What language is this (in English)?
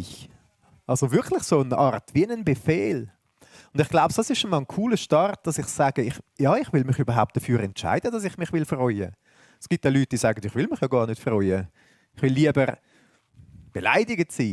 Swiss German